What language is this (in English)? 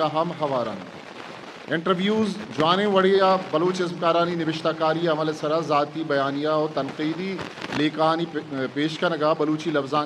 Eastern Balochi